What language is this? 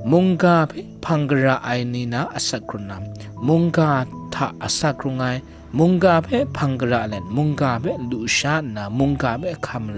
Kachin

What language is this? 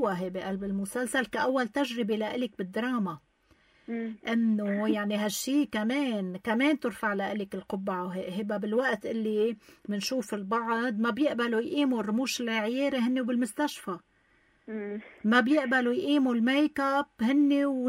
North Levantine Arabic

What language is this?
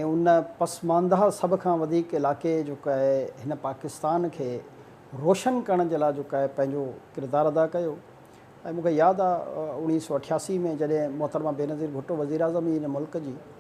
Sindhi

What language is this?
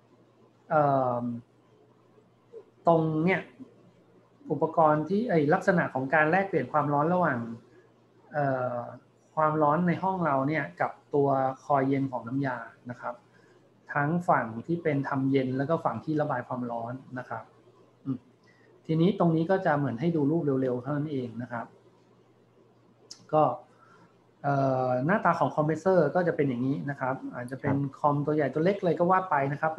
Thai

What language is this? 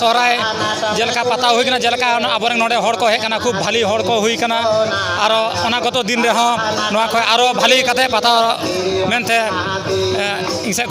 Santali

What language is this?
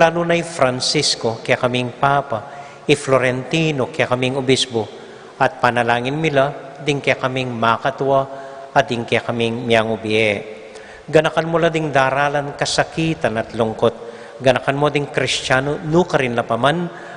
Pampanga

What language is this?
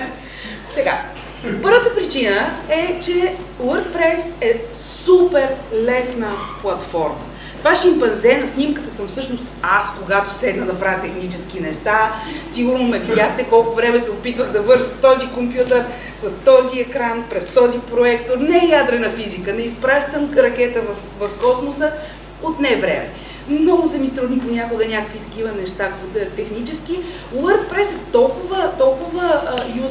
Bulgarian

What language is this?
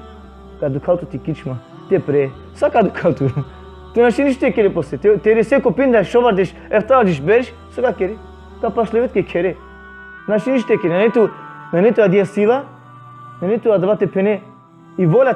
Balkan Romani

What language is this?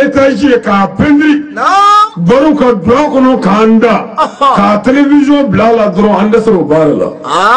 Bambara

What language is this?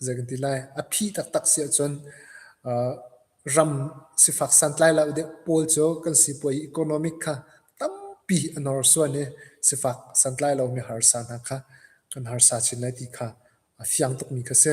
Hakha Chin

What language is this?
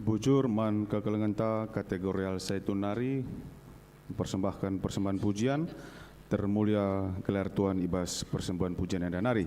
Batak Karo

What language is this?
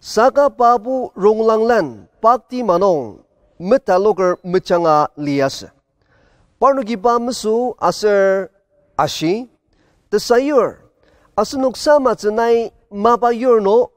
Ao Naga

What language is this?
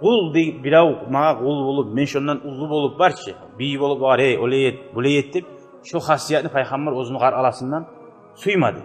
Kumyk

